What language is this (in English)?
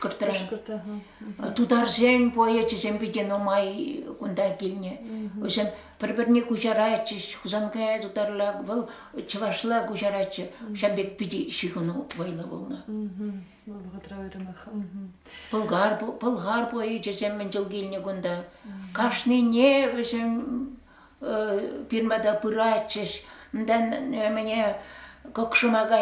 Chuvash